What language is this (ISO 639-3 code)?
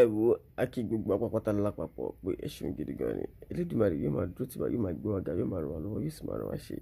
yor